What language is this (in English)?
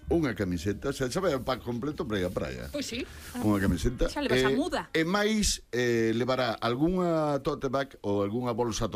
Galician